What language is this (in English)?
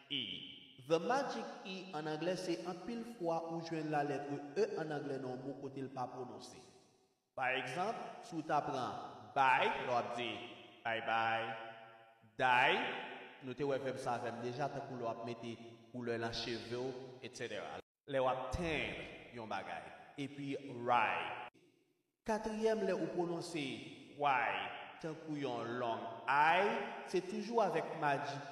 Haitian Creole